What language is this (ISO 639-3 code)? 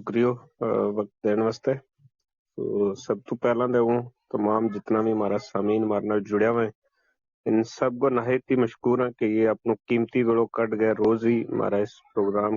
gju